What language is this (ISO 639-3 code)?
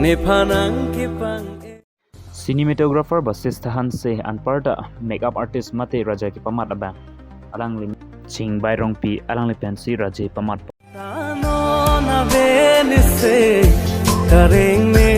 mjw